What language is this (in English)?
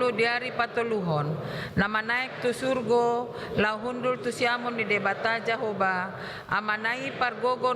Batak Toba